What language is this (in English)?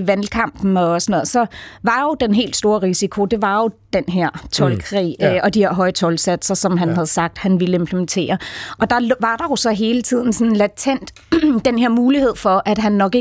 Danish